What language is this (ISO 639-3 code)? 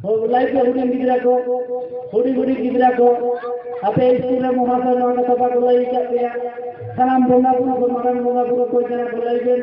sat